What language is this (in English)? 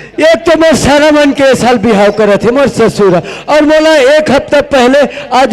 Chhattisgarhi